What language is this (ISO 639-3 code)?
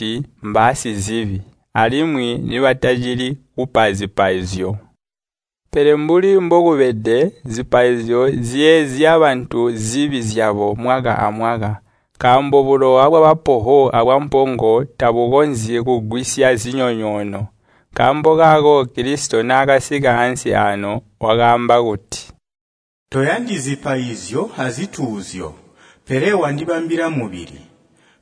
toi